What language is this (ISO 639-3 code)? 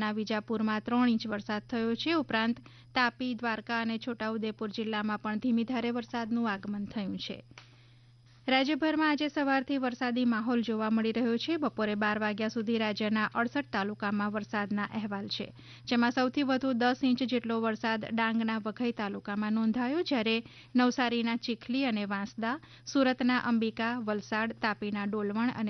guj